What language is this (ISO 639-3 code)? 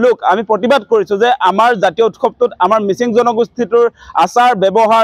asm